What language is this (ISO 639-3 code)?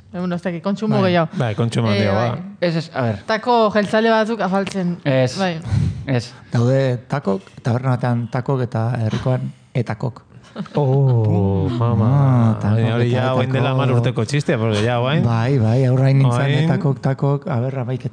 eus